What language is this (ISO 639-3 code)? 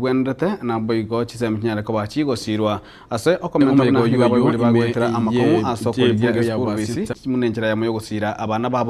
guz